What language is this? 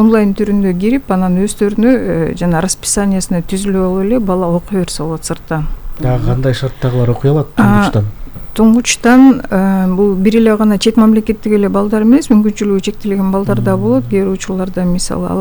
Kyrgyz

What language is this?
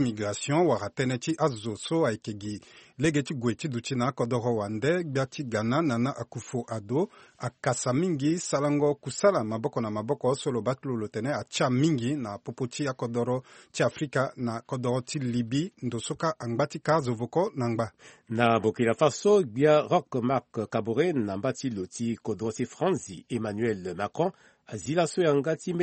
Sango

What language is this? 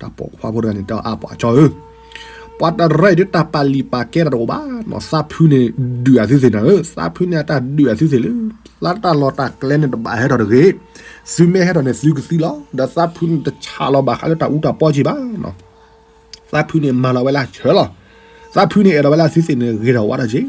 S'gaw Karen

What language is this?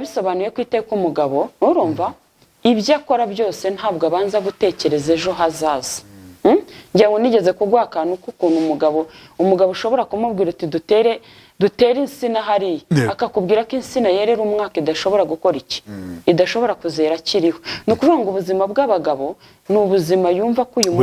Kinyarwanda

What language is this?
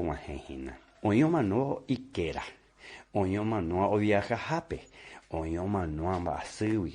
Guarani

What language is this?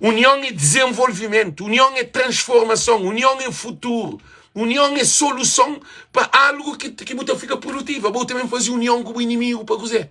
Kabuverdianu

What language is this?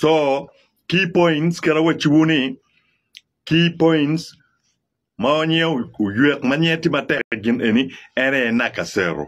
Acoli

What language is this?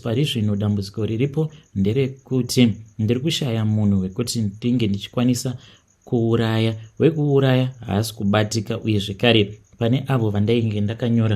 Shona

